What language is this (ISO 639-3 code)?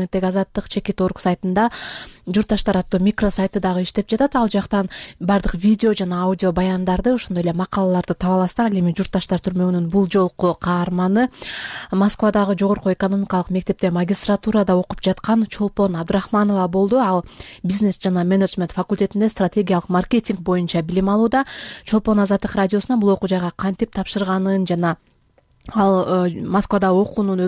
kir